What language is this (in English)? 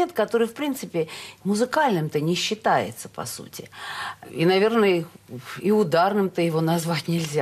Russian